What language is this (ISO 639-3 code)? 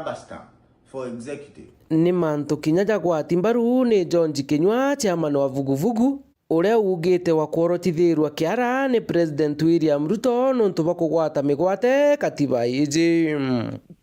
mer